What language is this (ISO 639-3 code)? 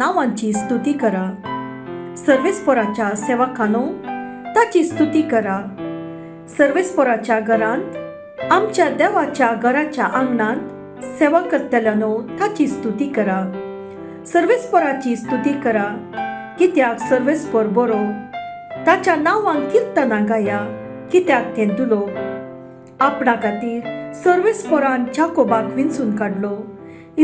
kok